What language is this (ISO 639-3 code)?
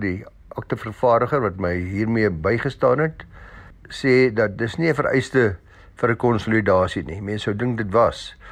afr